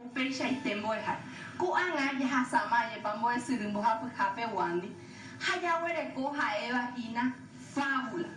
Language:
Guarani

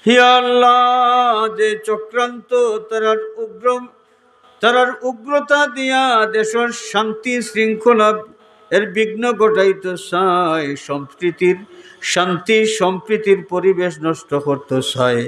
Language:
Sylheti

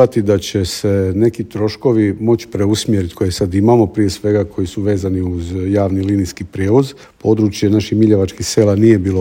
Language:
Croatian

